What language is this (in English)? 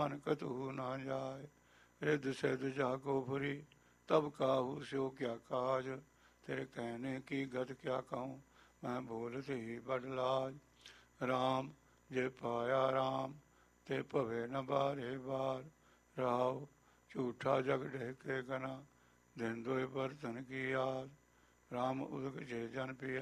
Punjabi